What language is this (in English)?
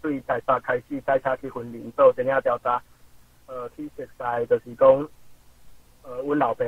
Min Nan Chinese